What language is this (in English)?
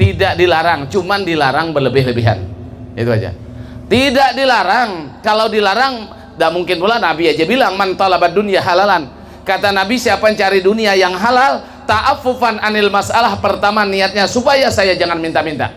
Banjar